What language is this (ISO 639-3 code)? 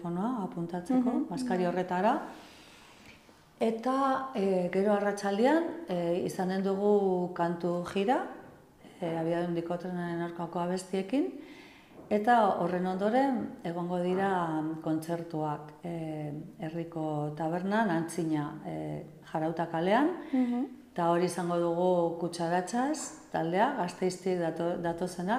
eus